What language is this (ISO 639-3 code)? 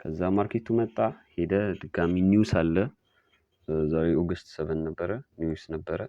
amh